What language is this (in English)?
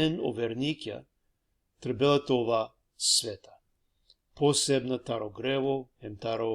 Balkan Romani